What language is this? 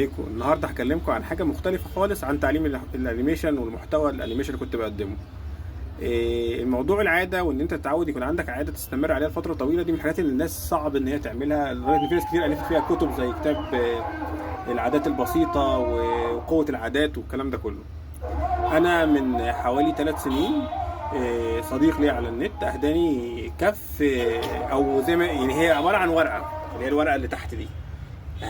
Egyptian Arabic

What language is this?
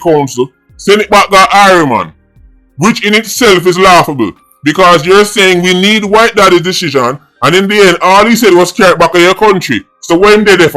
Jamaican Creole English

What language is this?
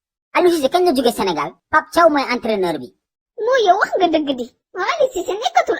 Wolof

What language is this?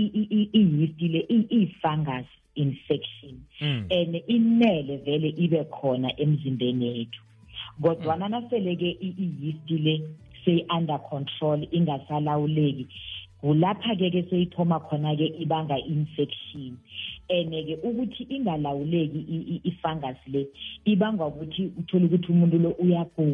South Ndebele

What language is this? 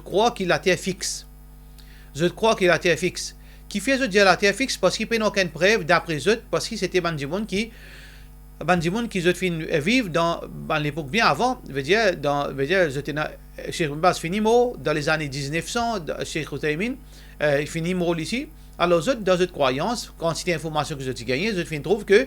Morisyen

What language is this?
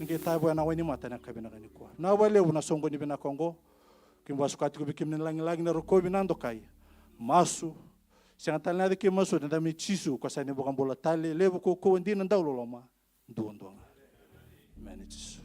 Fijian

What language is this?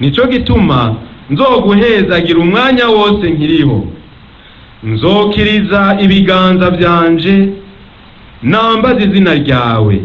Rundi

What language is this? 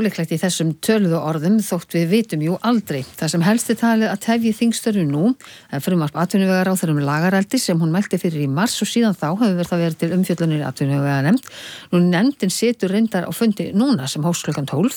Icelandic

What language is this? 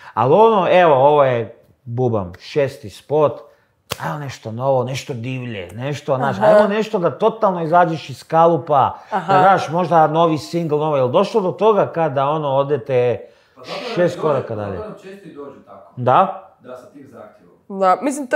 Croatian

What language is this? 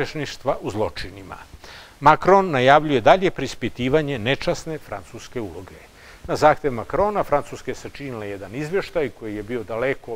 Serbian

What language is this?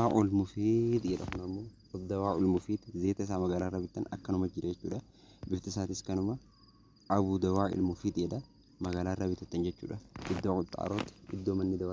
Oromo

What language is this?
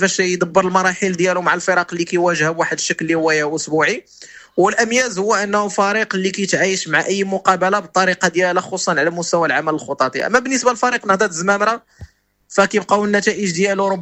Moroccan Arabic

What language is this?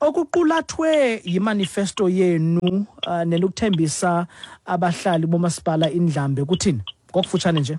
Xhosa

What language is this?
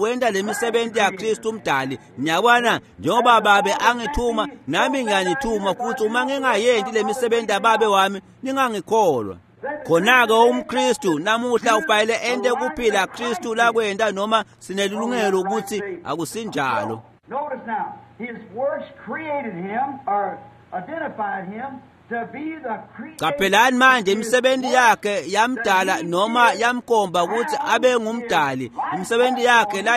Swati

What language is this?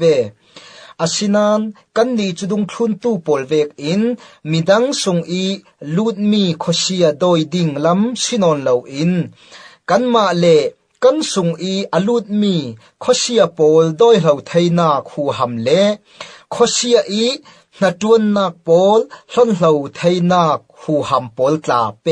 Falam Chin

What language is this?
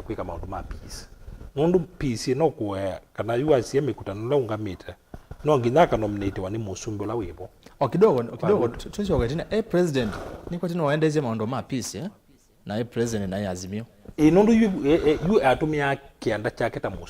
Kamba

